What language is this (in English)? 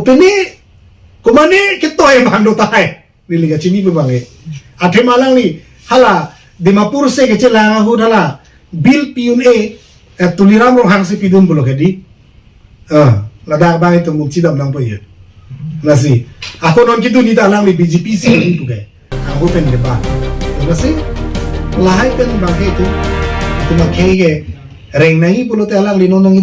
Karbi